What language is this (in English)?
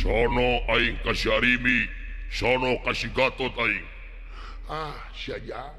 Sundanese